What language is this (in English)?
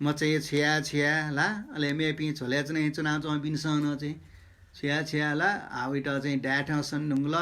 Newari